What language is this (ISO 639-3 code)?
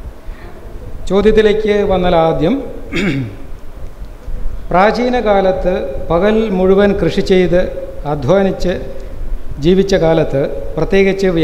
mal